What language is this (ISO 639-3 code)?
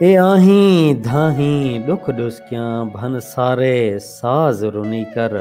skr